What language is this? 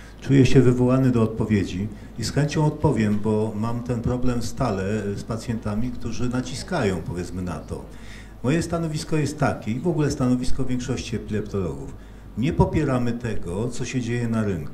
Polish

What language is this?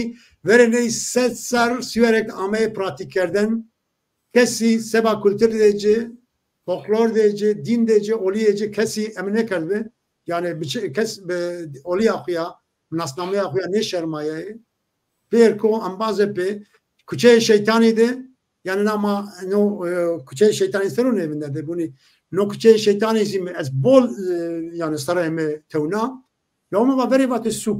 Zaza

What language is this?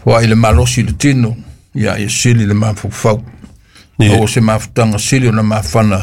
Samoan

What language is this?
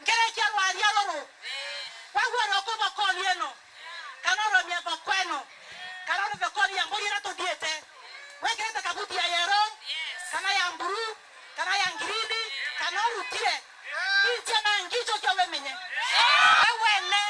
Meru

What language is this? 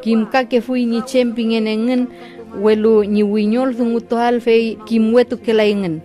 Mapuche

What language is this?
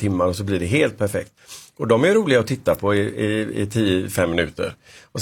Swedish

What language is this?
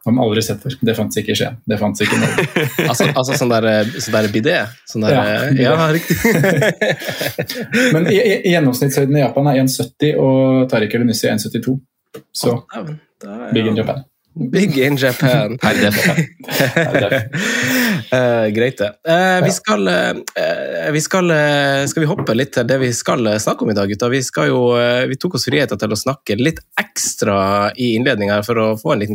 Norwegian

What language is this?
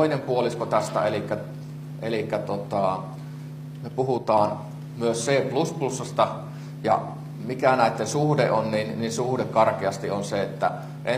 Finnish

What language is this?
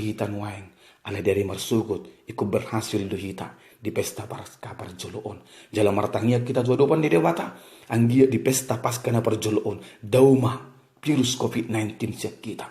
Batak Toba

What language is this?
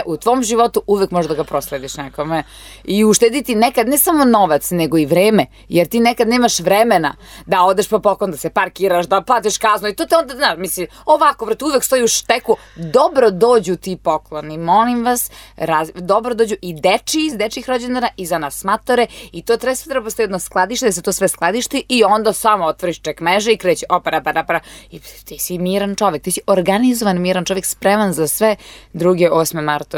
Serbian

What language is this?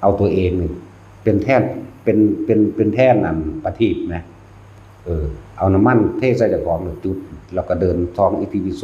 Northeastern Thai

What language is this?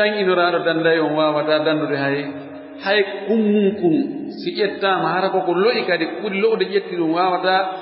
Fula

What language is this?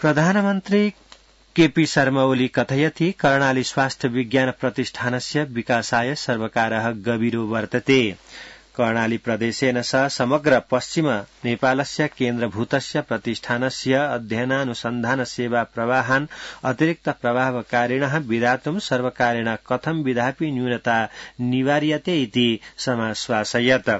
Sanskrit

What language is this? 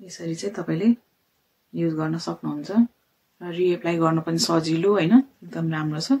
Nepali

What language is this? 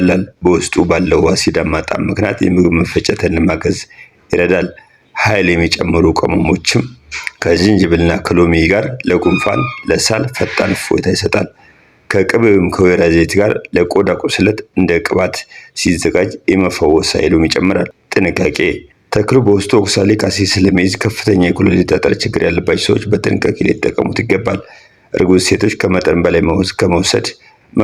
Amharic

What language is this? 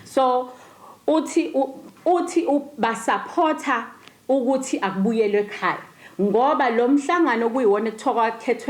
Zulu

